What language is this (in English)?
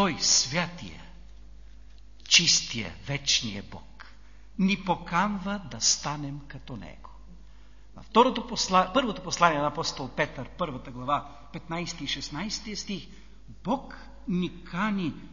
Bulgarian